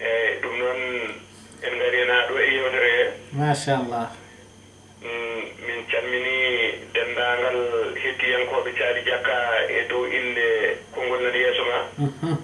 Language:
Fula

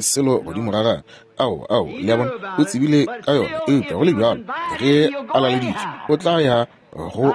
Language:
Northern Sotho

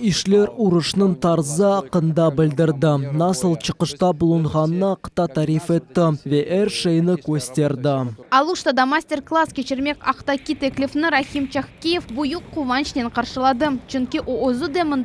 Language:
Crimean Tatar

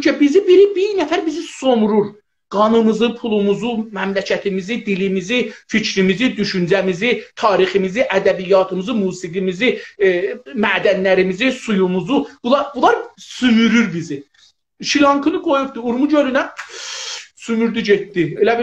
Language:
South Azerbaijani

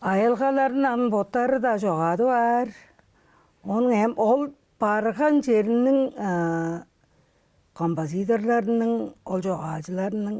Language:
Tuvinian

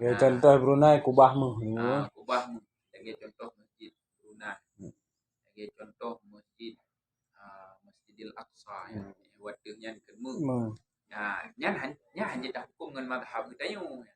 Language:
Achinese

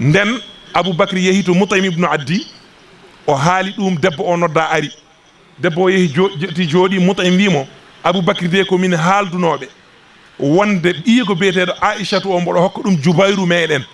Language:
Fula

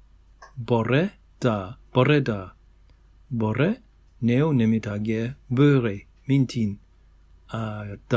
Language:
Breton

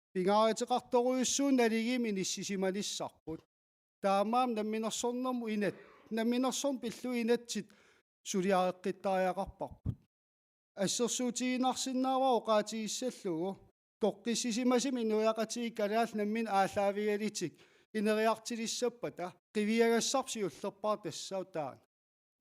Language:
Kalaallisut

